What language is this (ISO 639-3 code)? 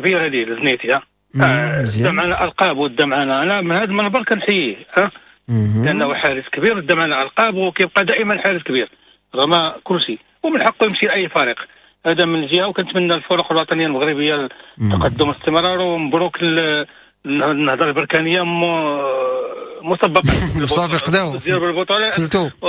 ary